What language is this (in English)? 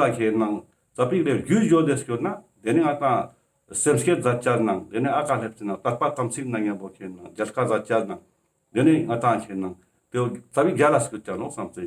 Ladakhi